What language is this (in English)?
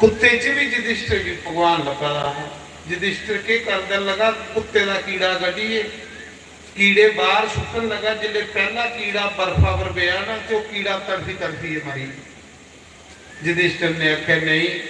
Dogri